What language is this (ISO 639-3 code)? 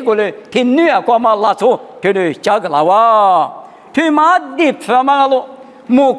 lis